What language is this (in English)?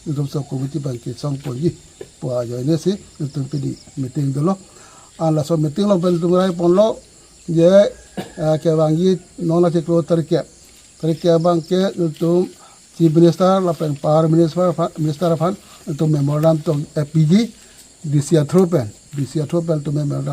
Karbi